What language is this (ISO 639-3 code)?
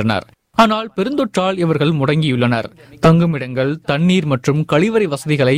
tam